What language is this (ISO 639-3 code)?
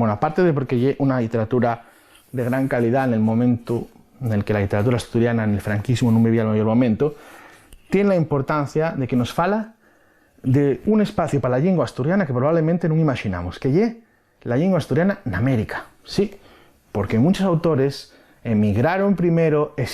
ast